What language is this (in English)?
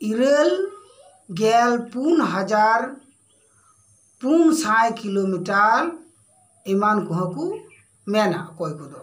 Santali